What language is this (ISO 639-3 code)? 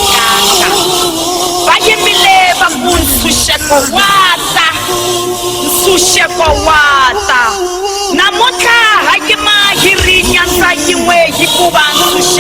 tso